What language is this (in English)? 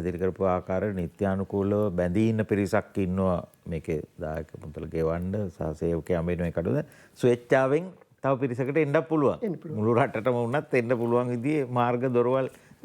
Sinhala